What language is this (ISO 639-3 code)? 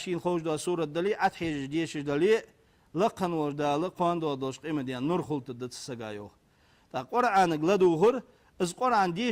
inh